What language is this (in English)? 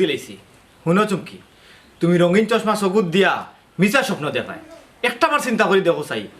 Sylheti